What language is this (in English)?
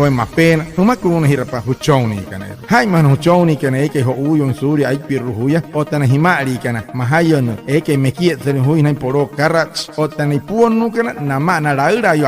Wayuu